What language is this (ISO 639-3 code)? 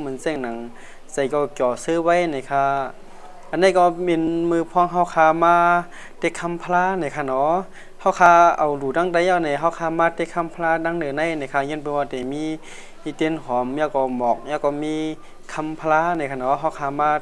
shn